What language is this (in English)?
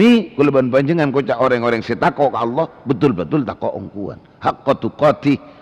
Madurese